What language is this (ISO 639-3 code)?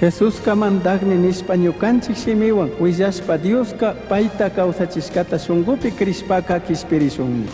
qug